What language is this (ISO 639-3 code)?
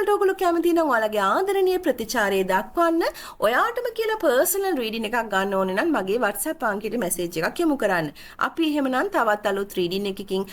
sin